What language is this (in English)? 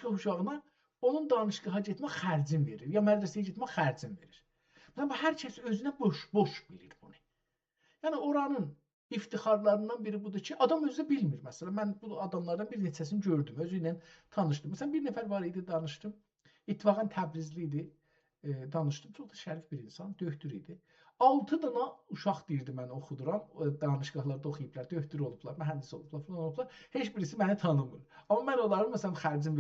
South Azerbaijani